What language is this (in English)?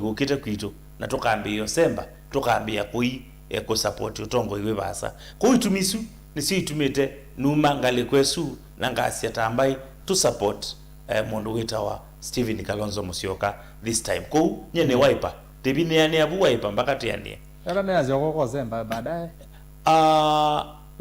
Kamba